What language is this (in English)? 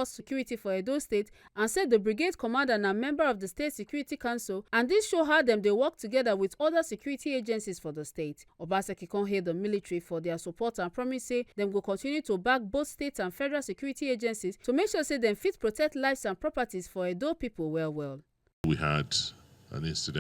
Nigerian Pidgin